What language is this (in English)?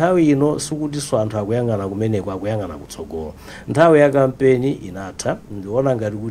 Nyanja